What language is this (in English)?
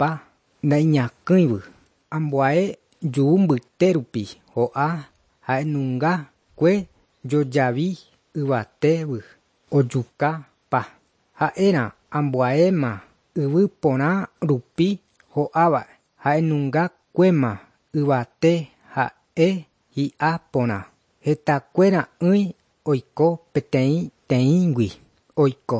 Guarani